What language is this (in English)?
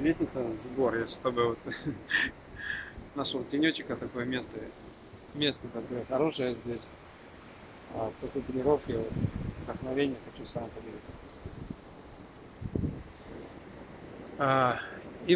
Russian